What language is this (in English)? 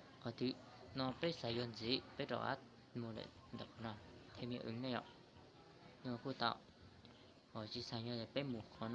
Hmong